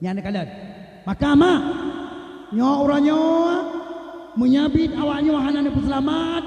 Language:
Achinese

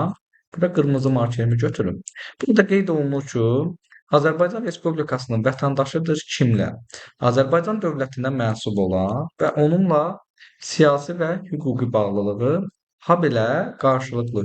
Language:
Azerbaijani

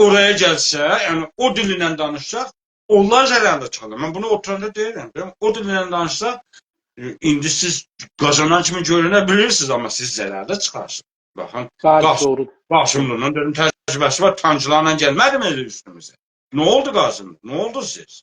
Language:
South Azerbaijani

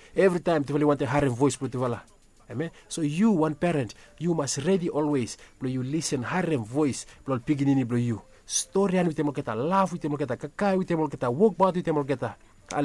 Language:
Bislama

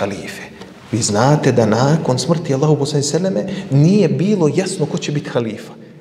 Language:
Bosnian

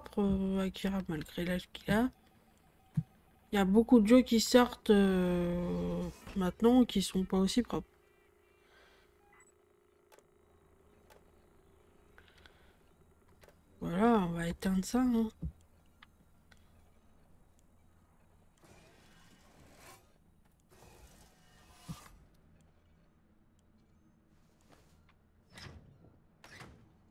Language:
French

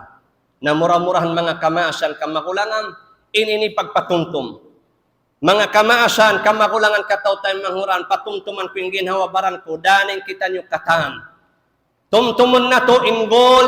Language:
Tausug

